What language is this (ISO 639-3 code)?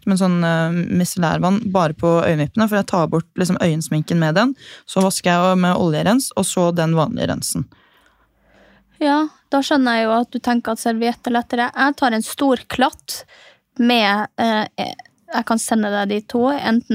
nor